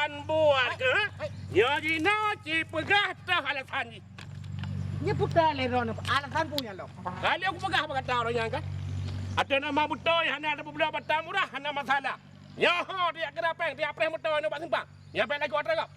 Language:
Achinese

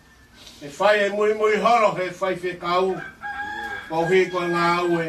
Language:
Tongan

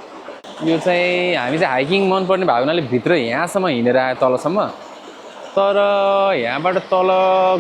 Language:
Nepali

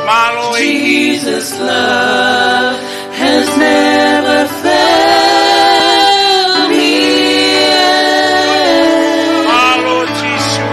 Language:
Tongan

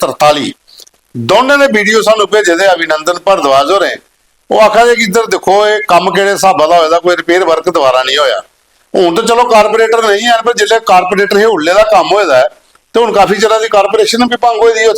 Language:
Dogri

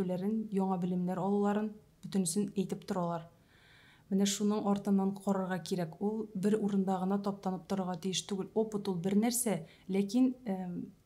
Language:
Tatar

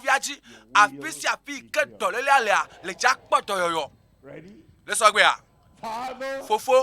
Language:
Ewe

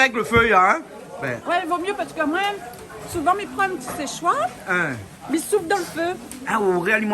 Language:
Réunion Creole French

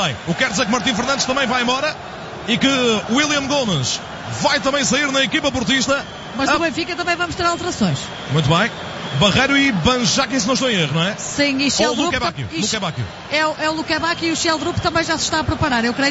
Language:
Portuguese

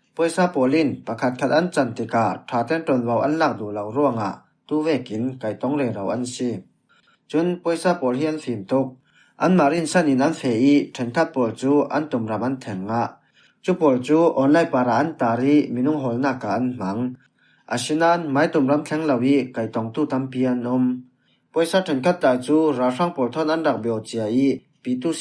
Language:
Falam Chin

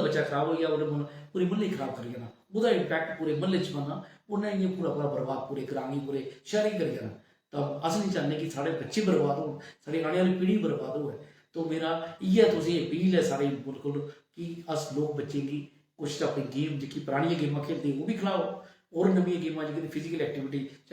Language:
Dogri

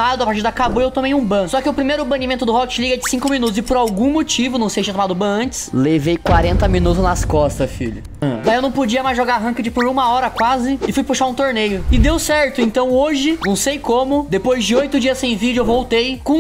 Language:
Portuguese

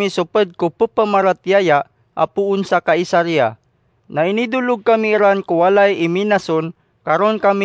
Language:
Maranao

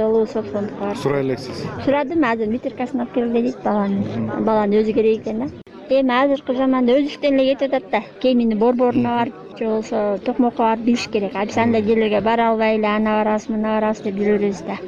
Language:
Kyrgyz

